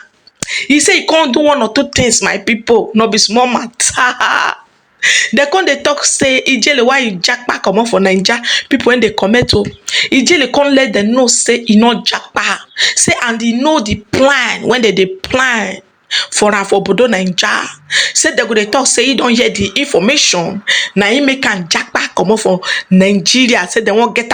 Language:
Nigerian Pidgin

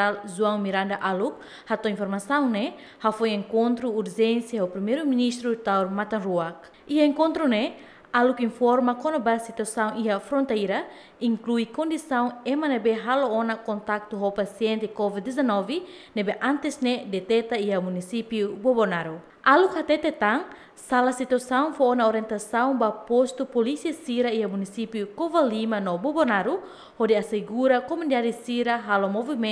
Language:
Tetum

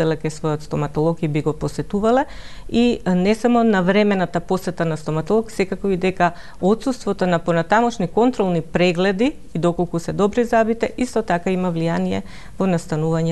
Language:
Macedonian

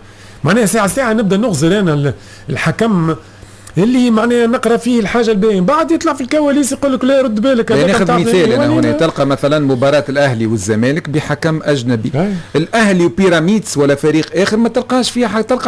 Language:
Tunisian Arabic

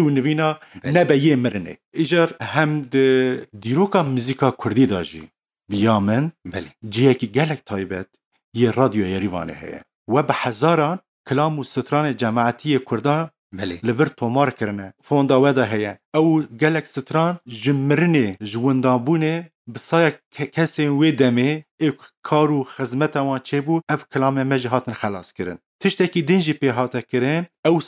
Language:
Kurdish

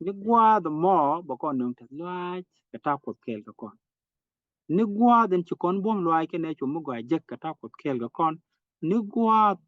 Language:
Nuer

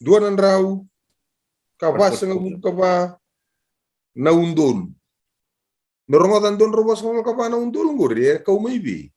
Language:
Fijian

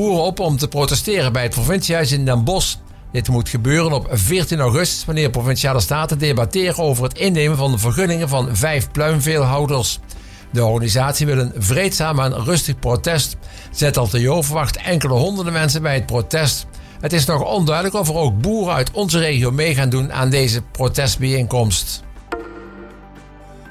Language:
Dutch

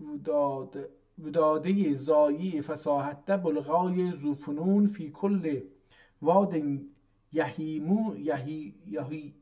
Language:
South Azerbaijani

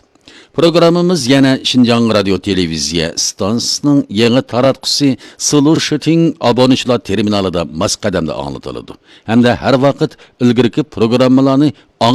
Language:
Uyghur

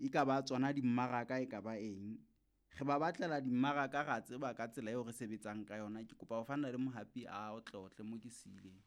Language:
Southern Sotho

